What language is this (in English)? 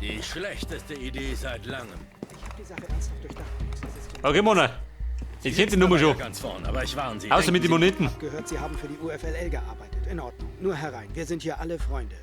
Bavarian